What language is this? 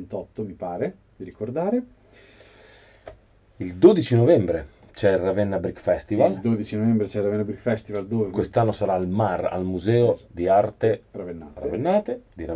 Italian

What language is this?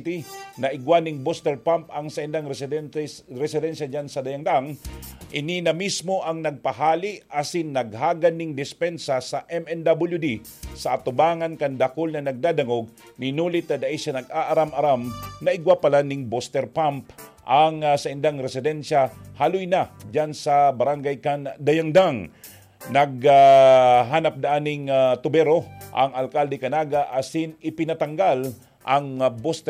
Bikol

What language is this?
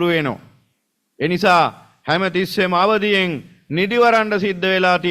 Sinhala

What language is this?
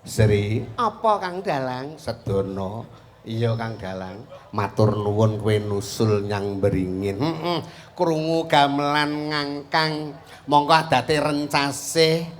Javanese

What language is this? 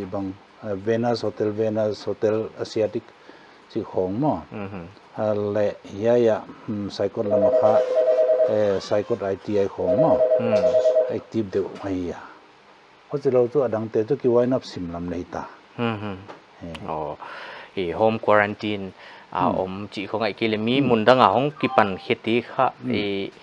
Paite Chin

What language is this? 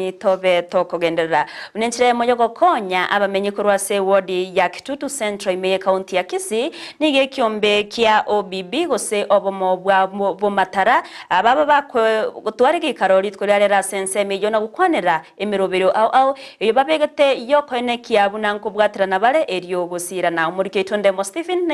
Gusii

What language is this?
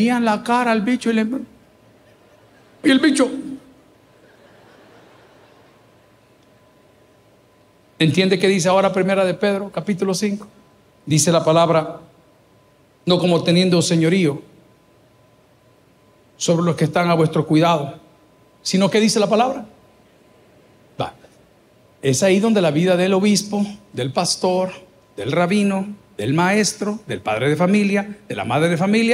Spanish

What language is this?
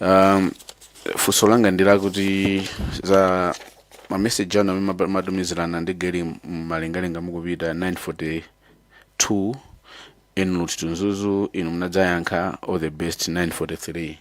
Nyanja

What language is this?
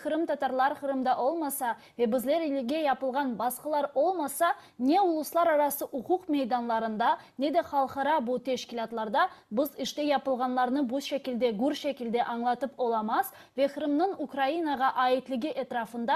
Crimean Tatar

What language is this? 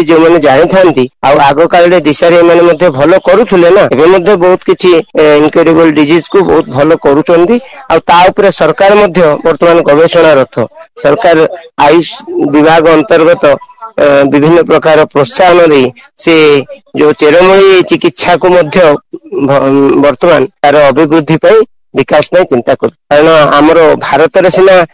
Odia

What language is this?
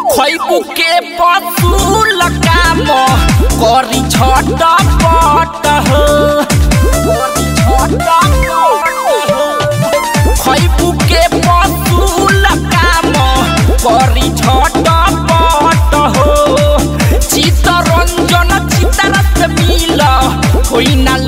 Bhojpuri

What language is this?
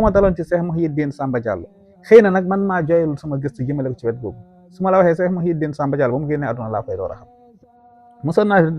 Wolof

